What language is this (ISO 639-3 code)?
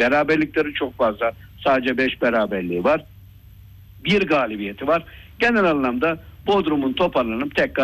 tur